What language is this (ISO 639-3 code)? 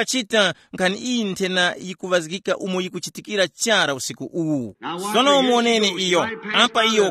tum